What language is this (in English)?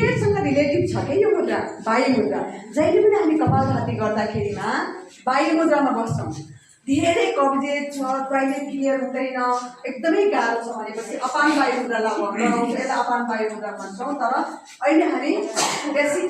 Nepali